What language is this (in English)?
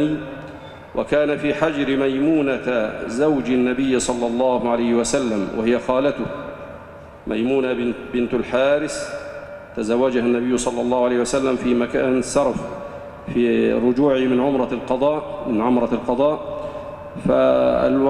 Arabic